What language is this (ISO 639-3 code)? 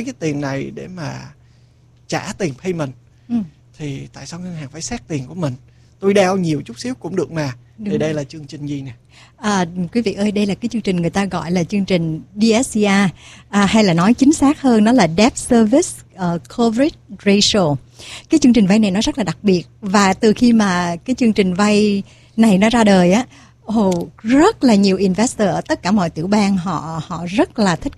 vie